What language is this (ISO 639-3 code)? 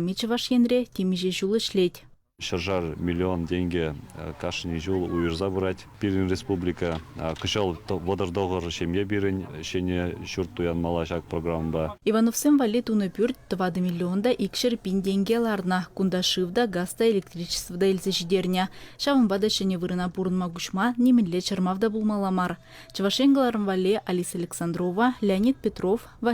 chv